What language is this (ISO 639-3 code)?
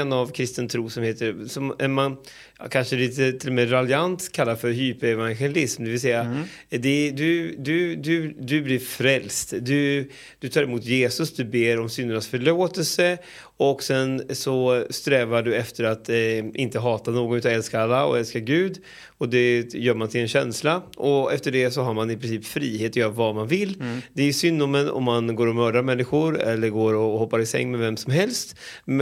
swe